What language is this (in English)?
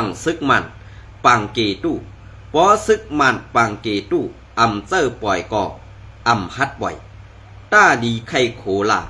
Shan